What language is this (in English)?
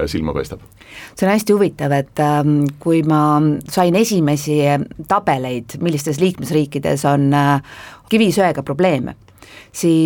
Estonian